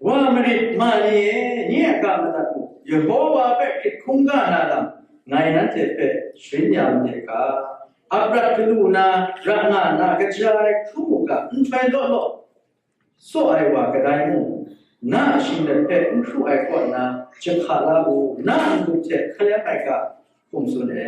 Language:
Kachin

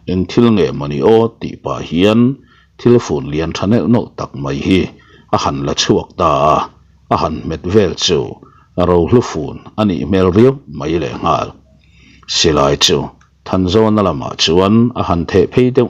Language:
Mizo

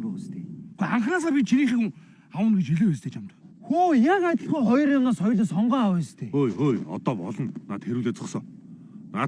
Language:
Mongolian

